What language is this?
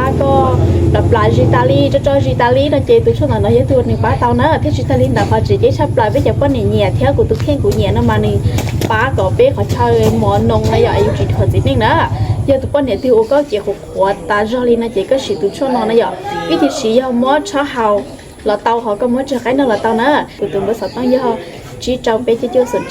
Hmong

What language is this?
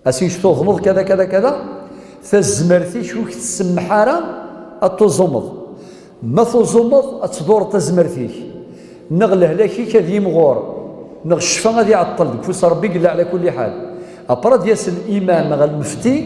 Kabyle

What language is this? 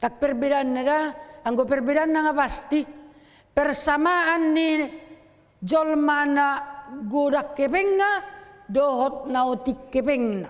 Batak Toba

